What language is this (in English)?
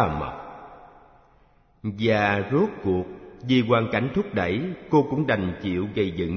Vietnamese